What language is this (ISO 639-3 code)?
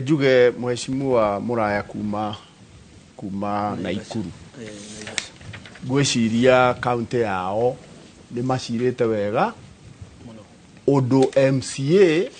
kik